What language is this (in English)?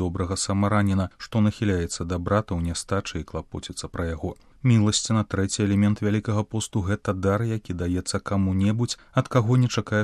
Belarusian